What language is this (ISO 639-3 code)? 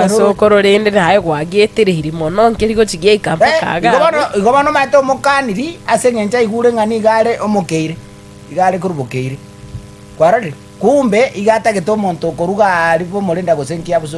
guz